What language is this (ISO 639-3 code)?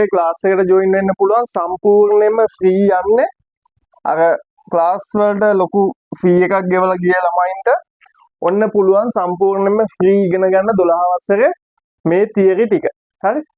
sin